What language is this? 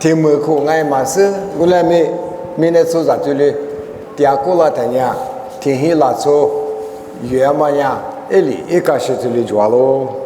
Lisu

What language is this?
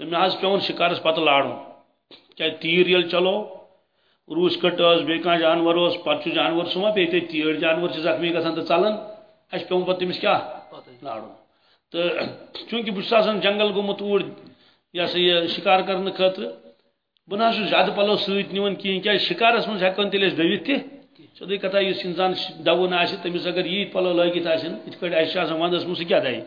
Kashmiri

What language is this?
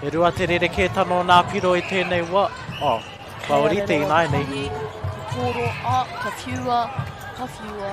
Māori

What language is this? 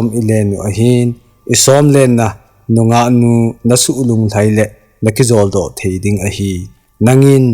Thado Chin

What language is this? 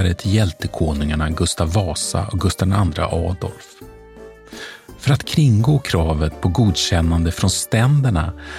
Swedish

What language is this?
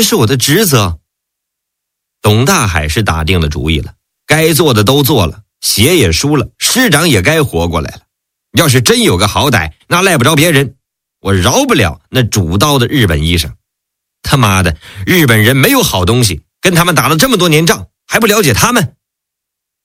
Chinese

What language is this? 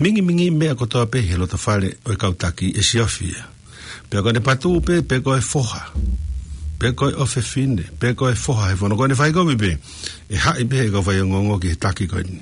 Tongan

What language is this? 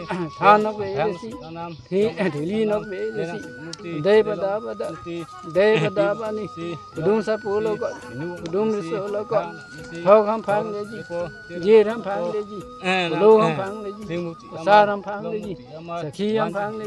Karbi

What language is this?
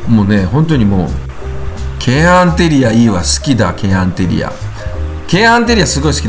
Japanese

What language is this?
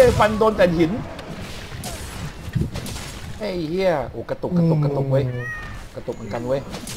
Thai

